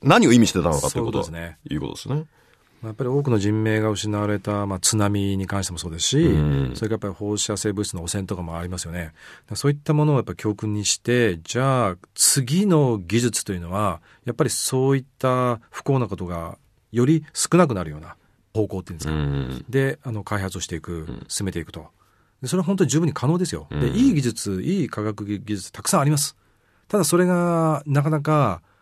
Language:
Japanese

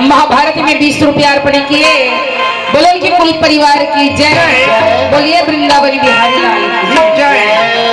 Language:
Chhattisgarhi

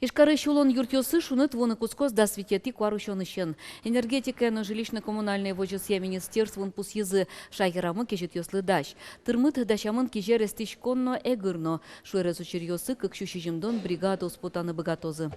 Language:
Udmurt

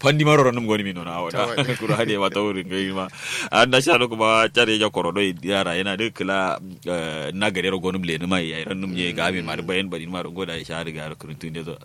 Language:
Kanuri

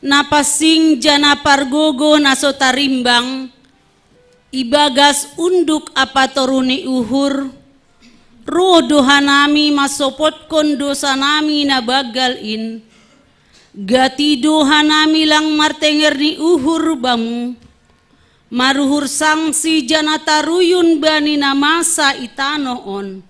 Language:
Batak Simalungun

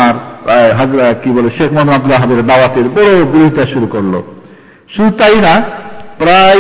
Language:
Bangla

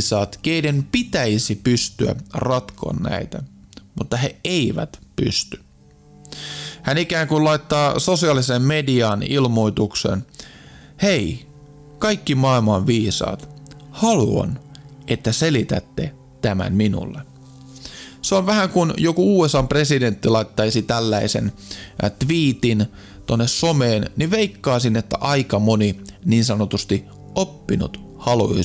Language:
Finnish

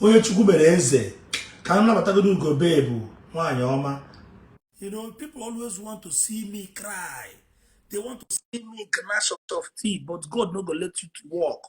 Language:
Igbo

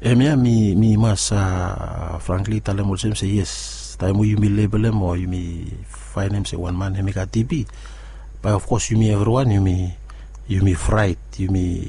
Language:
Bislama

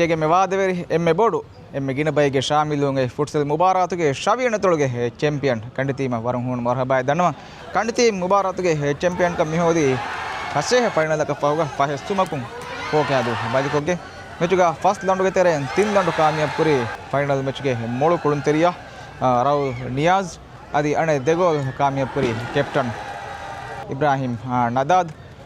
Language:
Divehi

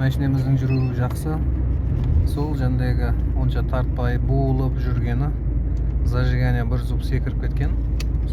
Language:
Kazakh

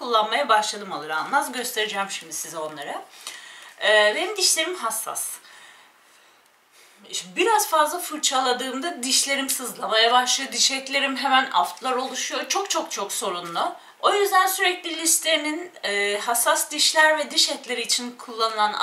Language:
Turkish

